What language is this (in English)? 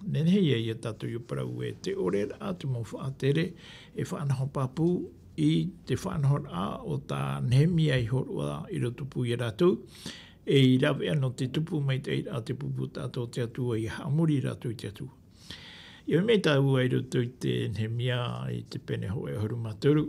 Tahitian